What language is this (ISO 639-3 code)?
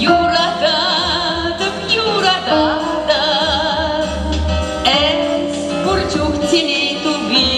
chv